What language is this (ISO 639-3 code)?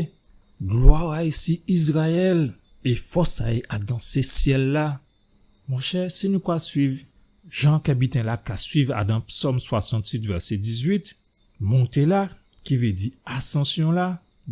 gcf